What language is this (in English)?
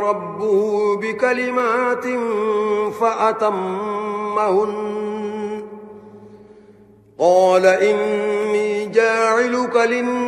Arabic